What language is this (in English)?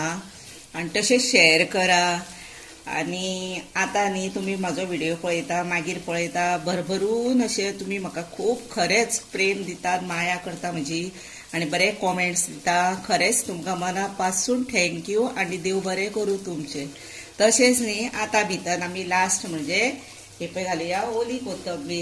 Konkani